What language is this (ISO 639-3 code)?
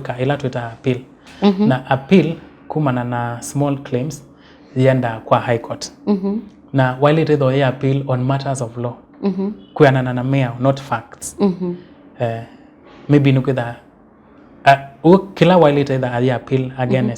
kam